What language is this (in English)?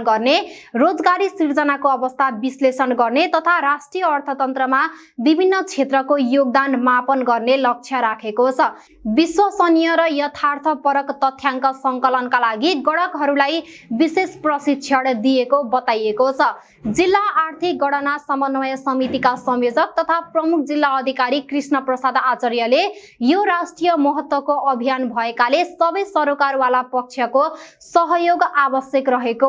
Nepali